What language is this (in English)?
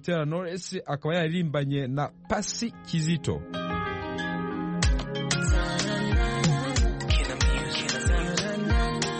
Kinyarwanda